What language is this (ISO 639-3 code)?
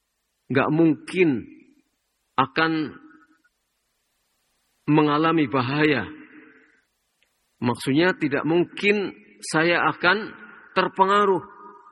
ind